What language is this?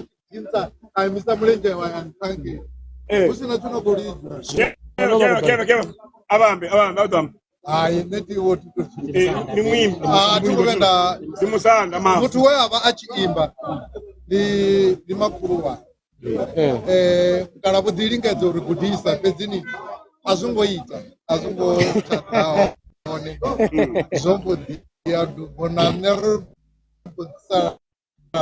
Venda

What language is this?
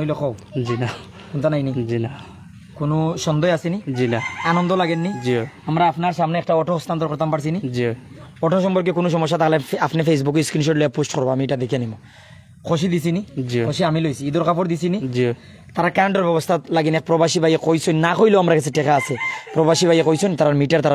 Sylheti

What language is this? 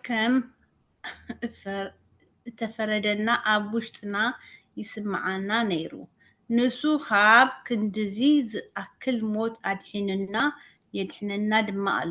Tigrinya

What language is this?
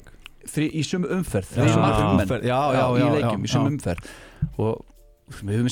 Icelandic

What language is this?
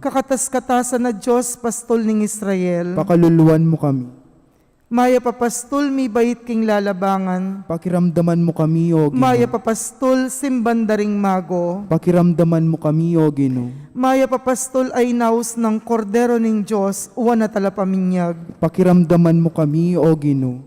Pampanga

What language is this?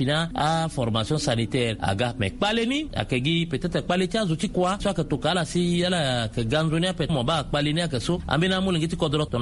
Sango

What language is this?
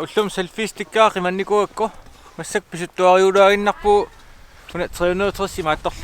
Kalaallisut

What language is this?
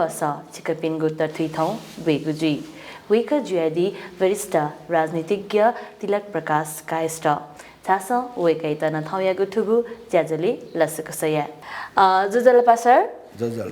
Newari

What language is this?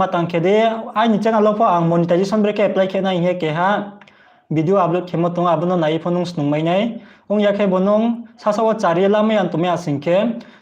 Riang (India)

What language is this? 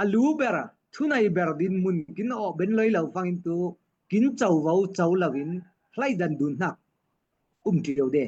Falam Chin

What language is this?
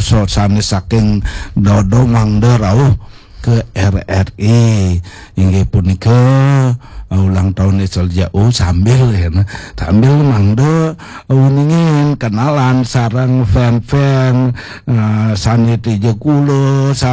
Balinese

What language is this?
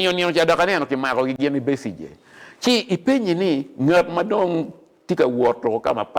Acoli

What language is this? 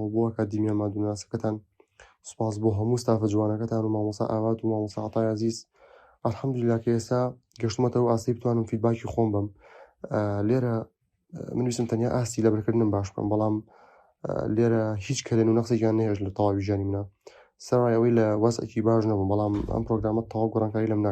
Central Kurdish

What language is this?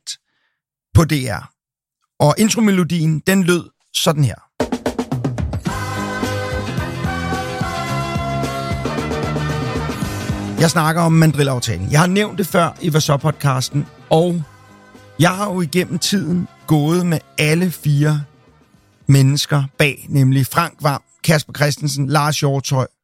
Danish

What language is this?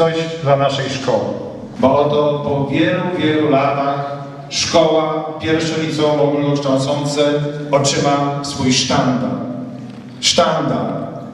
Polish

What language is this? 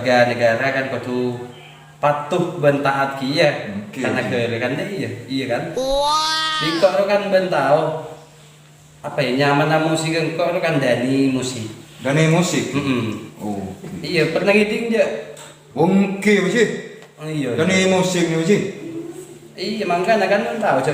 Madurese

